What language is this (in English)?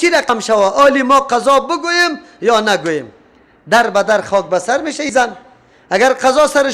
Persian